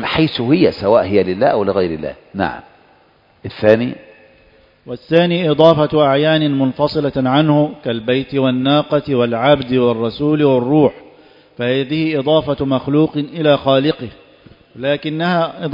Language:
Arabic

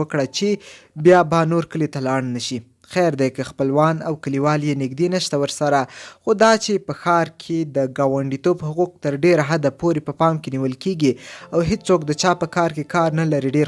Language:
Pashto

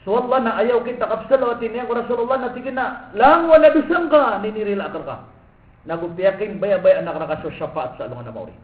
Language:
Maranao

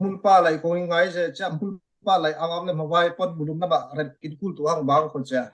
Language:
Falam Chin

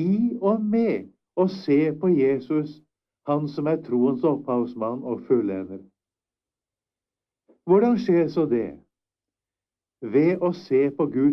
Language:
Norwegian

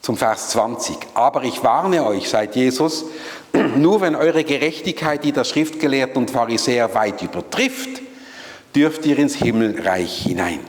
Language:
Swiss German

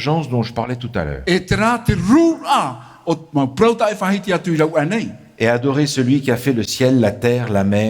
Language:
Tahitian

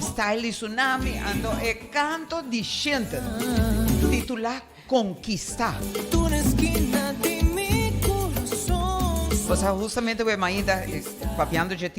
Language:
Papiamento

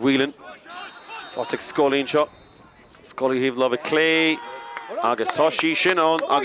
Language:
Irish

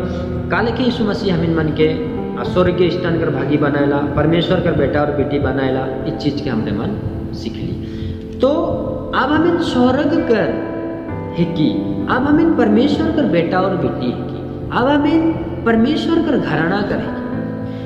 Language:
Sadri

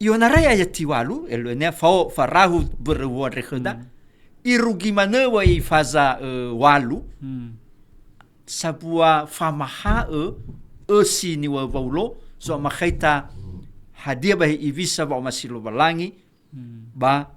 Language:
Nias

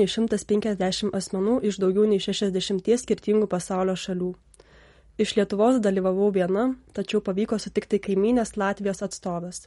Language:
Lithuanian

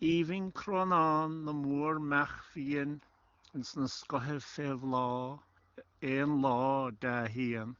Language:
Irish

